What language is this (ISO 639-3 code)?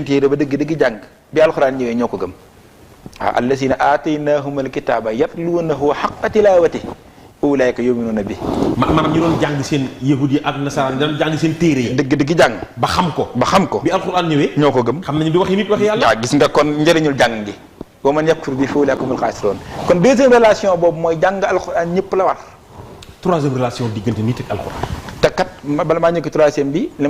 wol